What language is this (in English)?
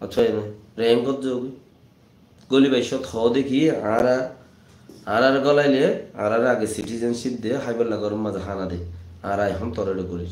Rohingya